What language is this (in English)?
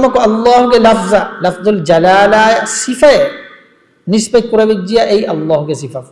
Divehi